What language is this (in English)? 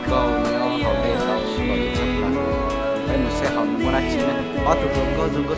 Hmong